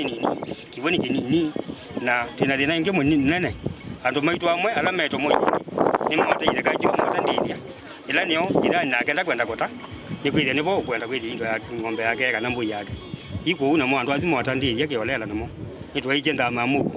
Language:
Kamba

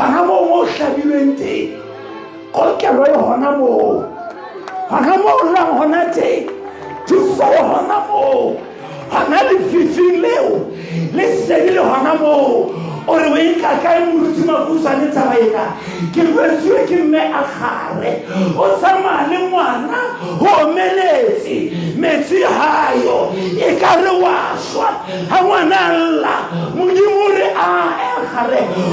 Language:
Southern Sotho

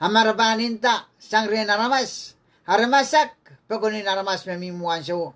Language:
Pohnpeian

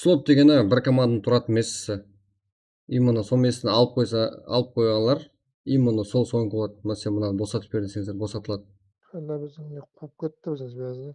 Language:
Kara-Kalpak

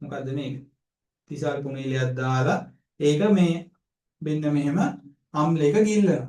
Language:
Sinhala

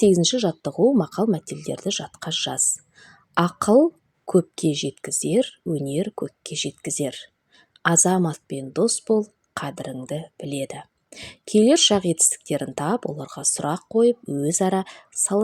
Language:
Kazakh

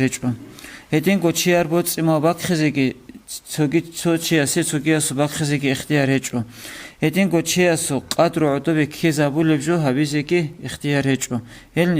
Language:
Avaric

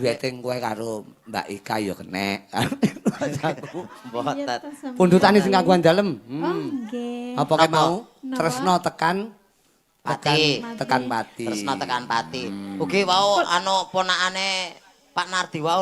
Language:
Javanese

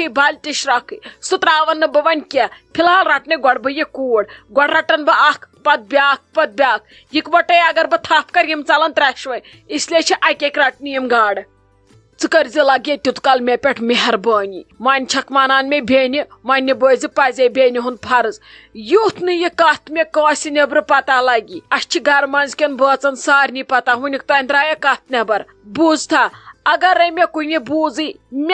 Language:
Kashmiri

